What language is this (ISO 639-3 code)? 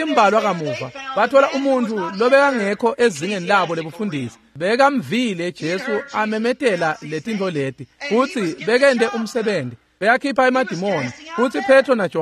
ssw